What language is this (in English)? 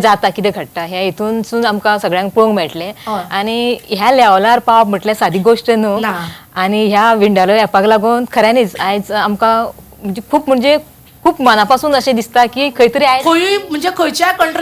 Konkani